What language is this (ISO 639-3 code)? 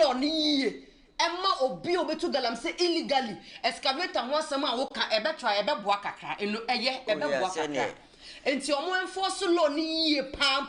aka